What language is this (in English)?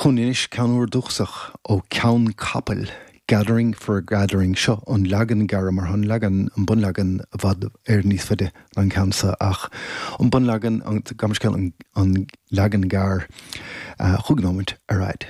Irish